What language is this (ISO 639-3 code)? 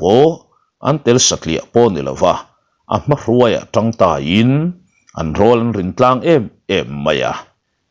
lus